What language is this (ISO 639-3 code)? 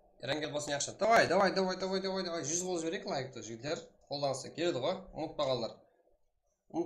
kaa